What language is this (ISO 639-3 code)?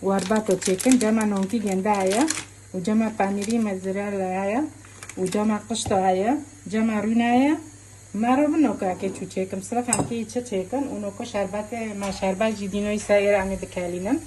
kur